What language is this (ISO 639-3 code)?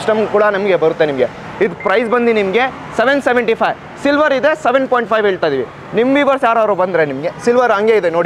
kan